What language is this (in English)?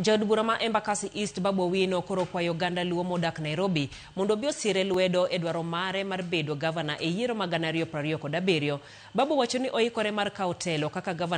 Luo (Kenya and Tanzania)